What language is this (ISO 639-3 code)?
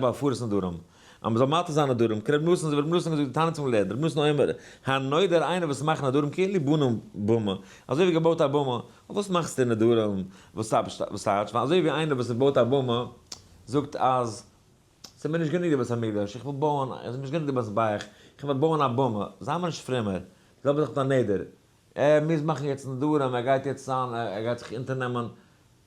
yid